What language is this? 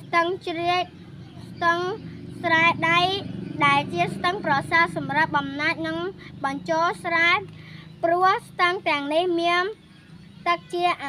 Khmer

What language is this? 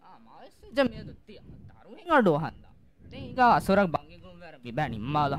Divehi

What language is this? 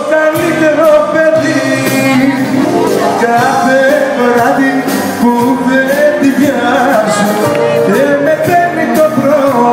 Greek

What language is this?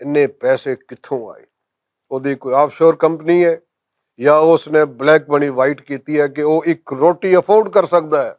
Western Panjabi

